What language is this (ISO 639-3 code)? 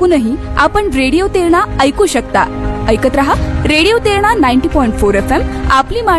mar